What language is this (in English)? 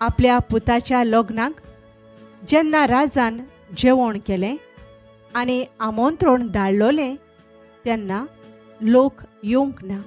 Konkani